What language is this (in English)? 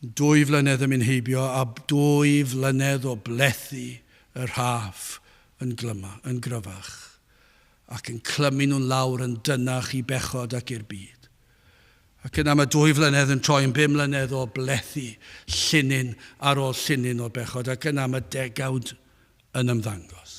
Welsh